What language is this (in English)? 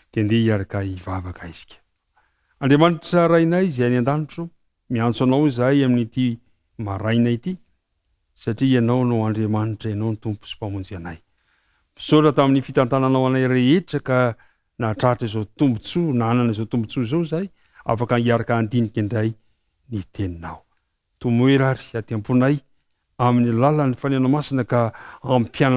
Malagasy